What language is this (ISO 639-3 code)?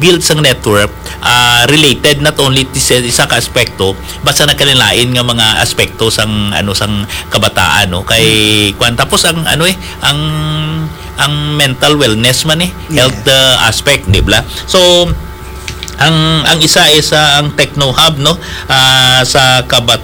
hil